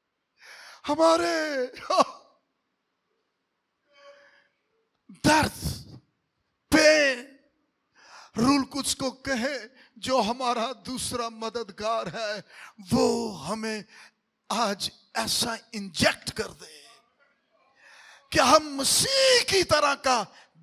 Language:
Hindi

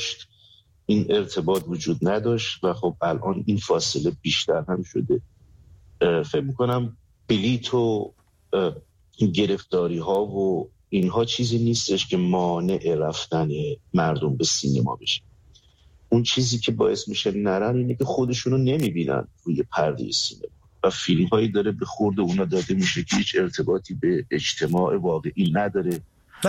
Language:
Persian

